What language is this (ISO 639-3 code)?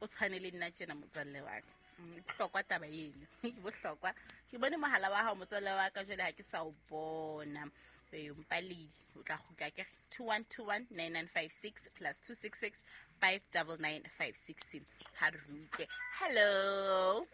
sot